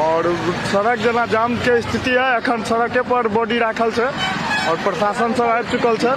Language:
Maithili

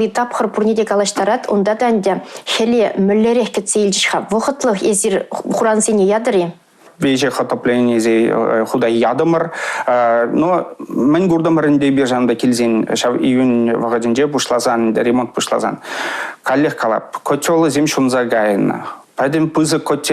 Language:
Chuvash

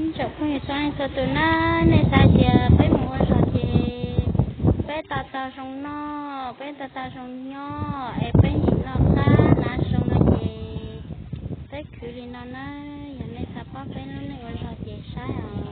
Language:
Hmong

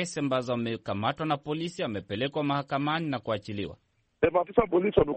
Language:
Swahili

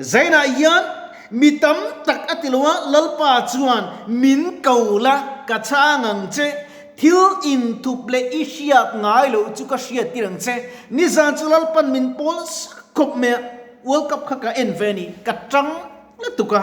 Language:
Mizo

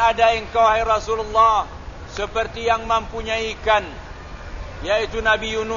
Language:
Malay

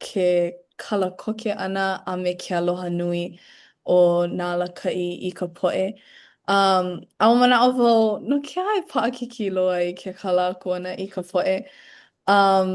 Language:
Hawaiian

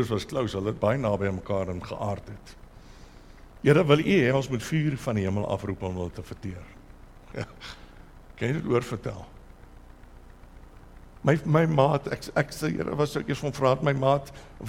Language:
Afrikaans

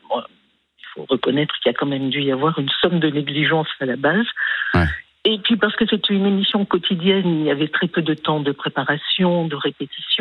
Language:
French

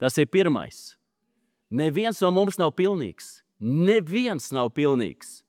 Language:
Latvian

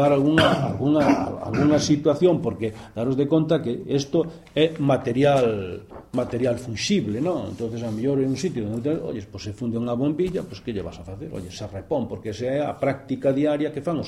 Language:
Galician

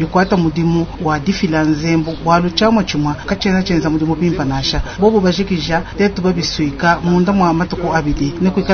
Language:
Luba-Lulua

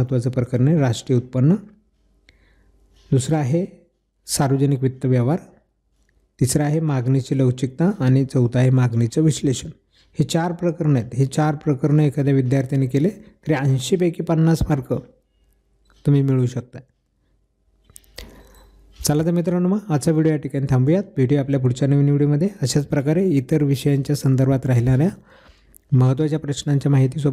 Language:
Marathi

